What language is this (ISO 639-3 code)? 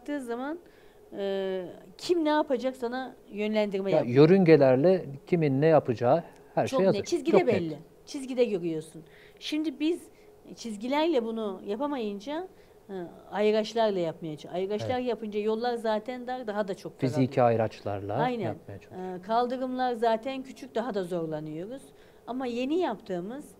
tur